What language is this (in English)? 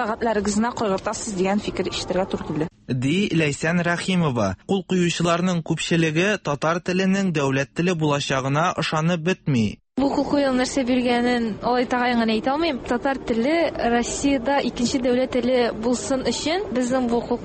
Tatar